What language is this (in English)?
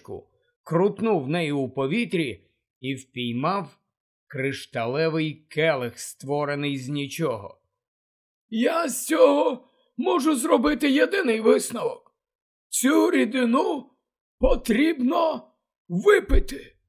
Ukrainian